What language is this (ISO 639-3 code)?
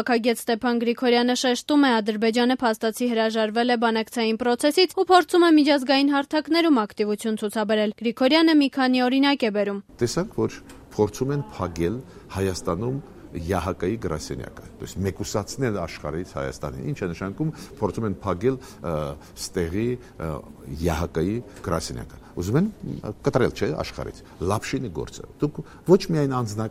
hye